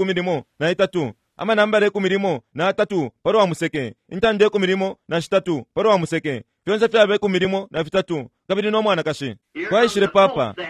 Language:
Bemba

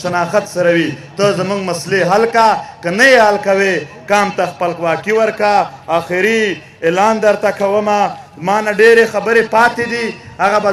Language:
Pashto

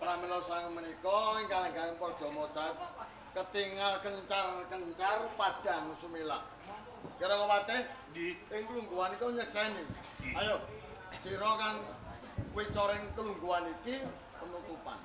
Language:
Javanese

